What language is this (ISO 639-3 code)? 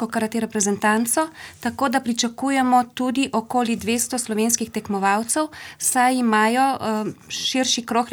slv